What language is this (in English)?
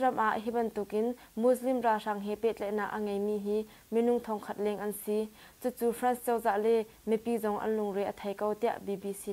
Hakha Chin